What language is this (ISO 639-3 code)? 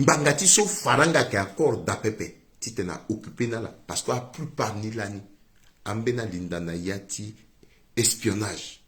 sag